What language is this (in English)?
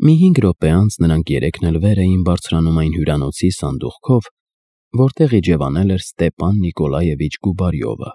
Armenian